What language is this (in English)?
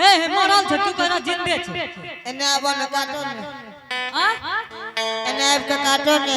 Angika